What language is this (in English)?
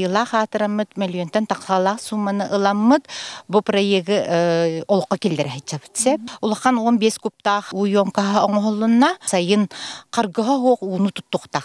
Yakut